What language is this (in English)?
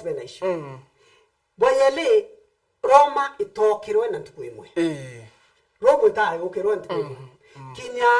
Meru